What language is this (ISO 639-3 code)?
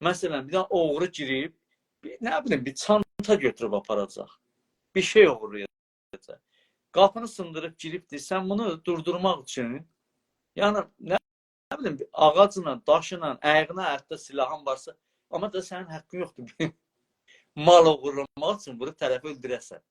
azb